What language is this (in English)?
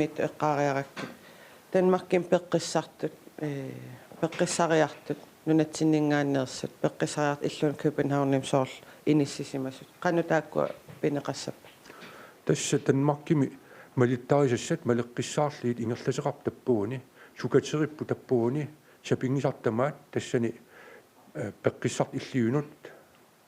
Kalaallisut